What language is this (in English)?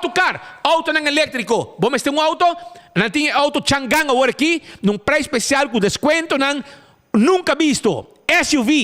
Papiamento